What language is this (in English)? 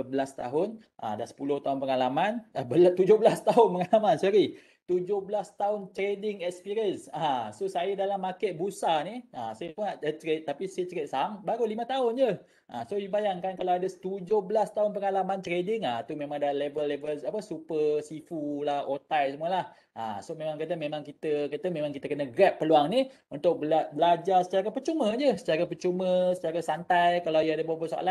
Malay